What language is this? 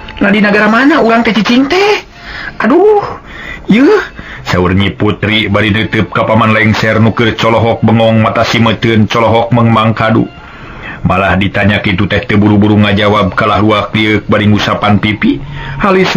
Sundanese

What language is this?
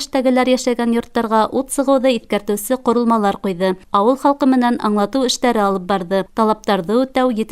Bashkir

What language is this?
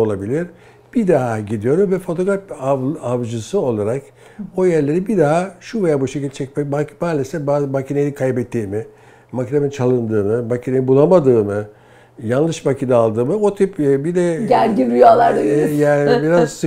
Turkish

